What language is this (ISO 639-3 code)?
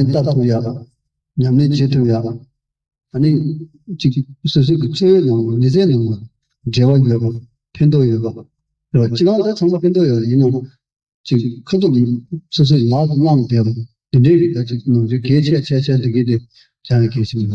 bod